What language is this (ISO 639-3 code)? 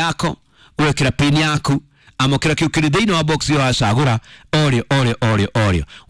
kik